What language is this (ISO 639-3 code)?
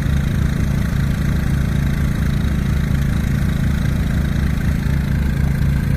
msa